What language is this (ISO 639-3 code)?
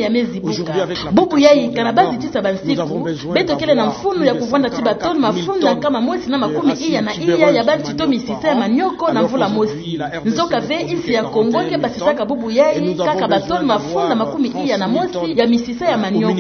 ktu